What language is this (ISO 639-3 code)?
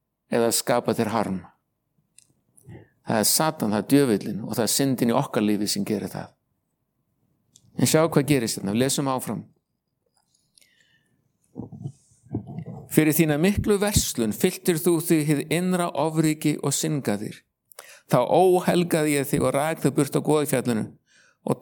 isl